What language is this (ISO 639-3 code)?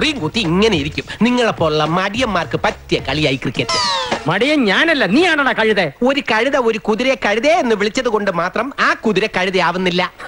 mal